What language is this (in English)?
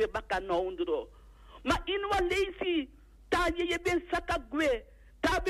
Sranan Tongo